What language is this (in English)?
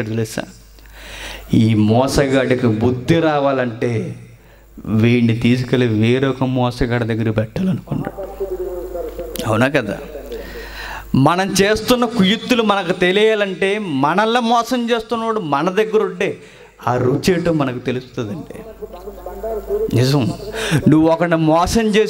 Telugu